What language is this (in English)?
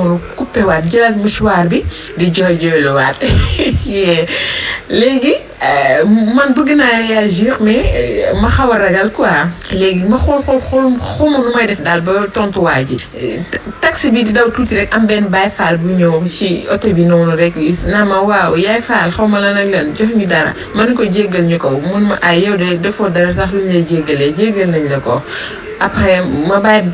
Wolof